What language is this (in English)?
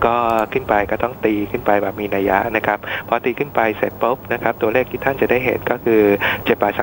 Thai